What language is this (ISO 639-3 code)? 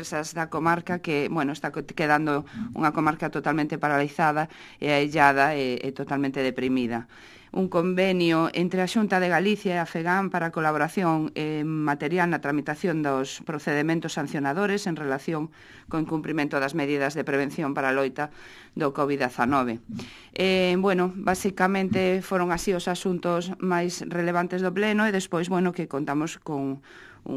glg